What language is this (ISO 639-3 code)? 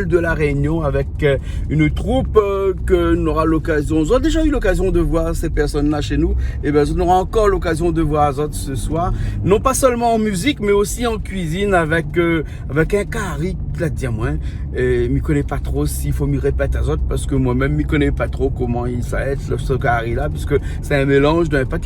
rcf